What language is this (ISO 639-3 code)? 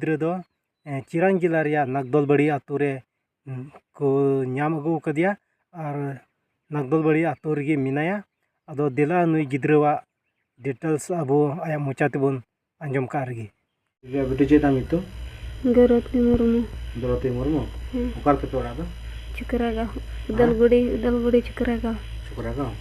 sat